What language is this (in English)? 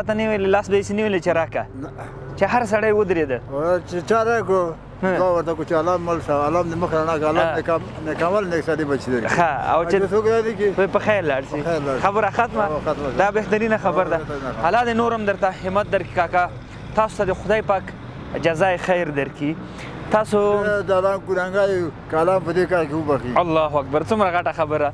Pashto